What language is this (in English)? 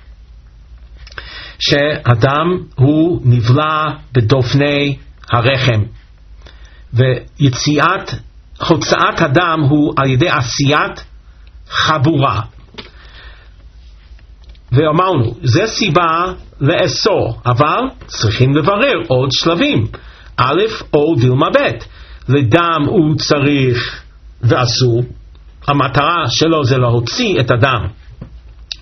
Hebrew